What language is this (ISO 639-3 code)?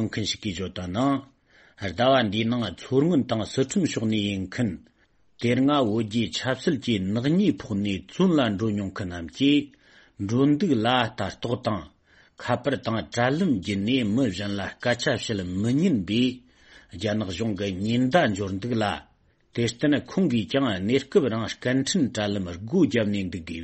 bod